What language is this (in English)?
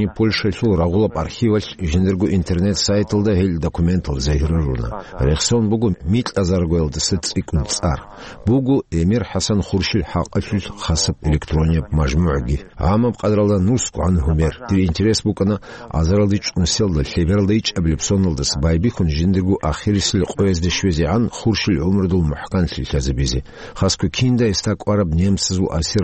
Avaric